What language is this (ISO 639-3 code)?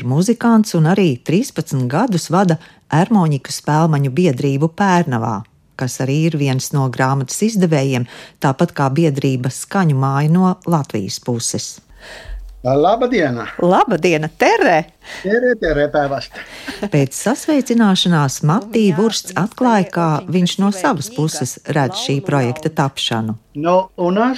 lav